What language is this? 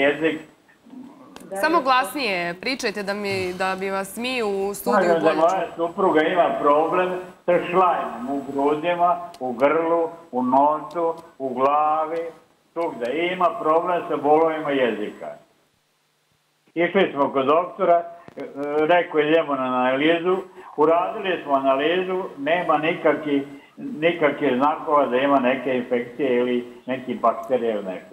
Serbian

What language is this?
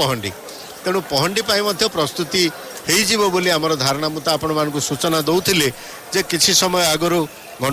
Odia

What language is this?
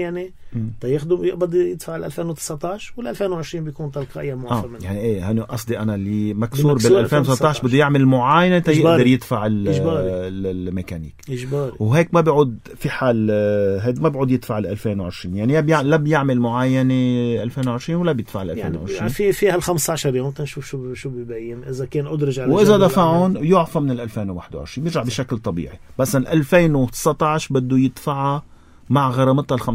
North Levantine Arabic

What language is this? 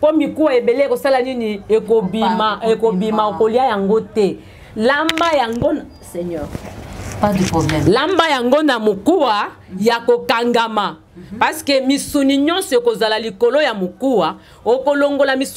Lingala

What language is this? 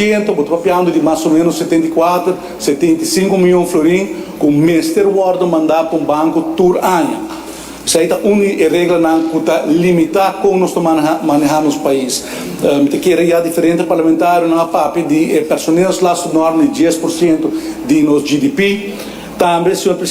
Papiamento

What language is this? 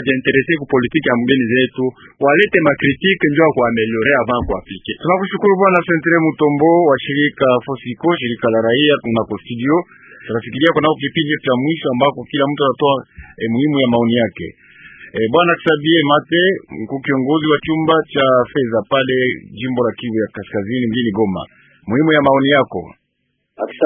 Swahili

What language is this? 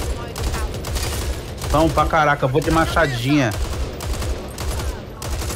Portuguese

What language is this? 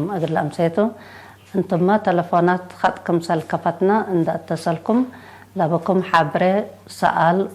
Tigre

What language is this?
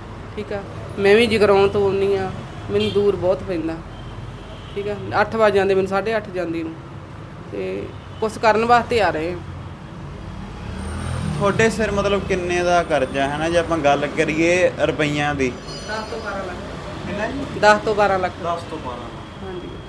Punjabi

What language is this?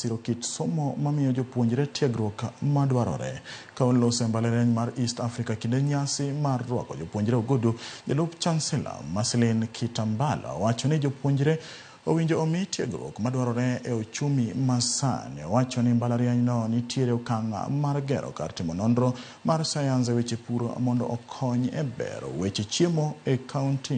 Luo (Kenya and Tanzania)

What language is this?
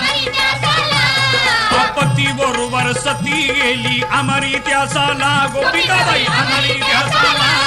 Marathi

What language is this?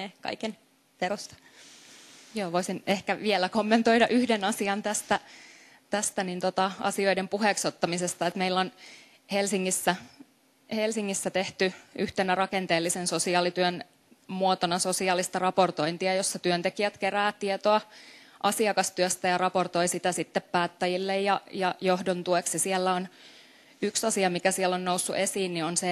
Finnish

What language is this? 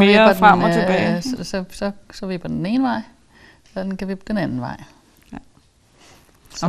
Danish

